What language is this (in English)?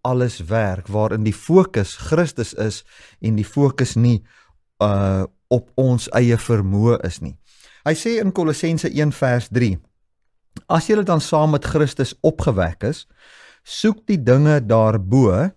Afrikaans